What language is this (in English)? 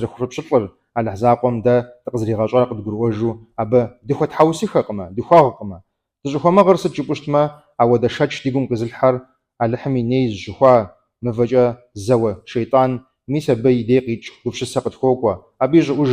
Kabardian